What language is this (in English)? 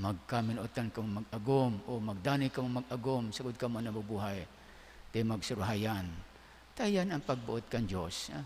Bikol